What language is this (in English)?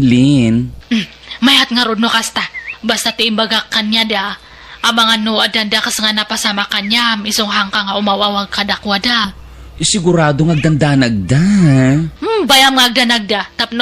Iloko